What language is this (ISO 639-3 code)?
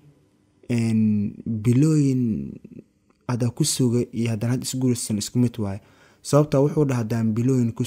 som